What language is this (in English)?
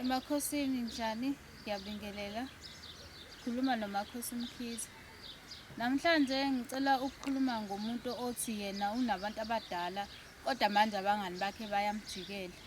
Zulu